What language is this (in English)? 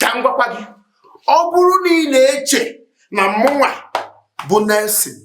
Igbo